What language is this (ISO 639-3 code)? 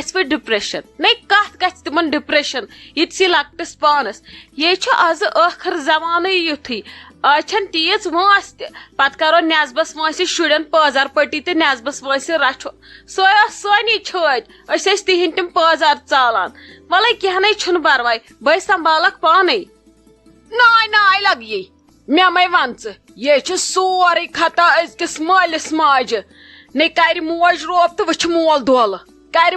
kas